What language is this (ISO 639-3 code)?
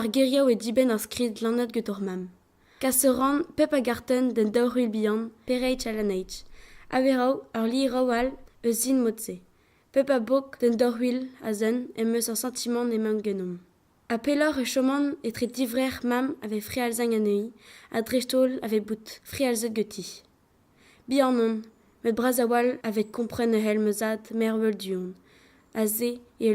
bre